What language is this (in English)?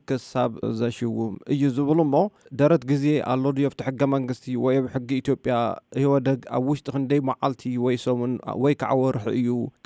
Tigrinya